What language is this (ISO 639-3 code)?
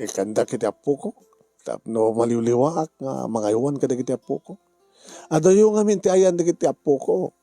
ilo